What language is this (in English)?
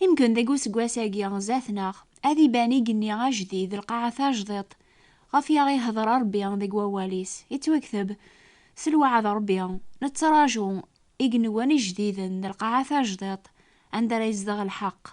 Kabyle